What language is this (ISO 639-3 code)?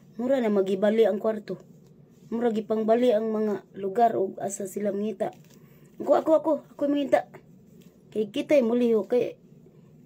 ceb